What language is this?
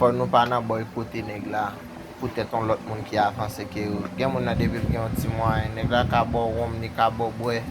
Haitian Creole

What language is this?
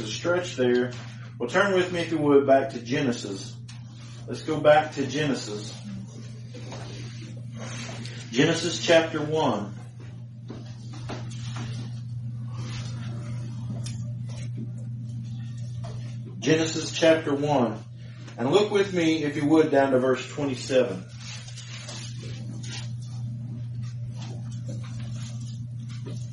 English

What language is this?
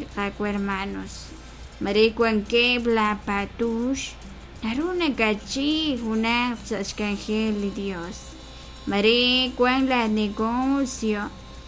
Kekchí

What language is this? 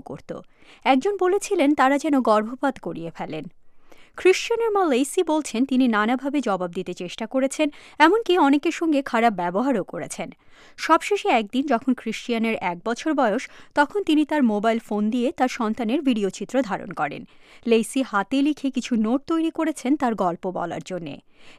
Bangla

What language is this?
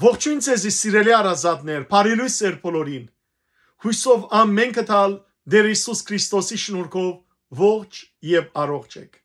Western Armenian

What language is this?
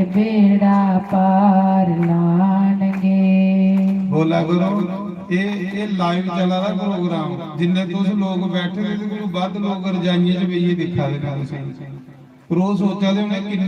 Dogri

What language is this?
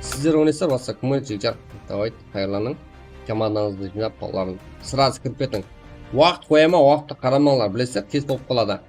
Kara-Kalpak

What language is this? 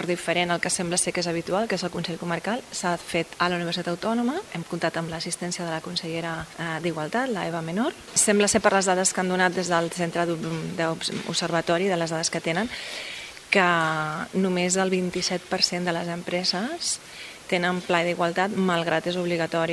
Catalan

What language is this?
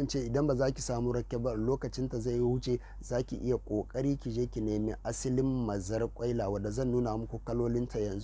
Hausa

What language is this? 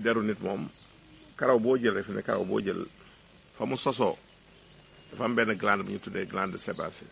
Wolof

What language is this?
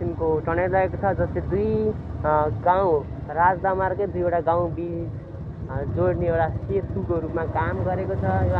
Nepali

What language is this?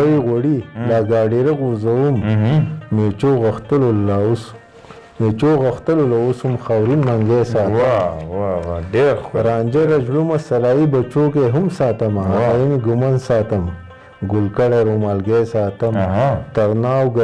Pashto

